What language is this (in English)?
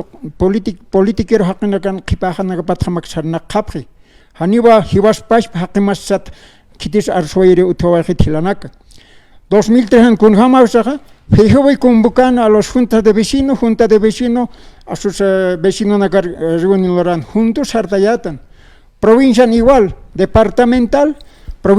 Aymara